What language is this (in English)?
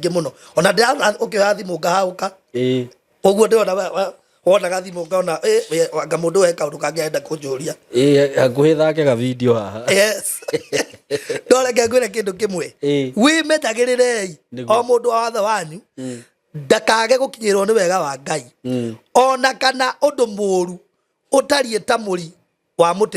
Kikuyu